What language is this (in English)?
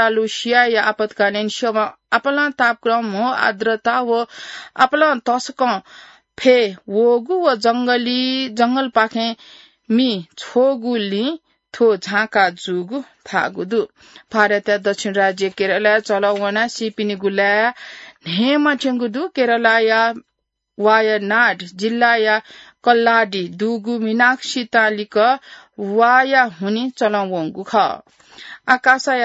Newari